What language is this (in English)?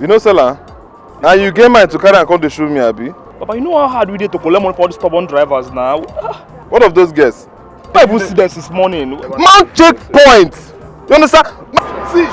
Nigerian Pidgin